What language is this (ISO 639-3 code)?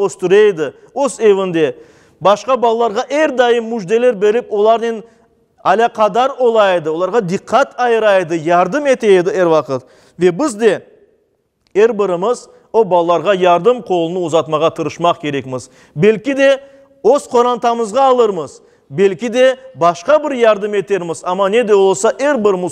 crh